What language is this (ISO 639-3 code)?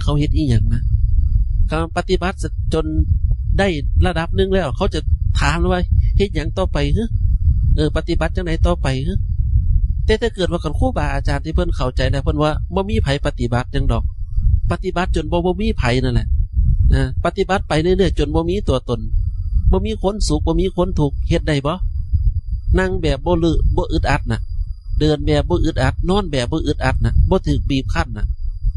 tts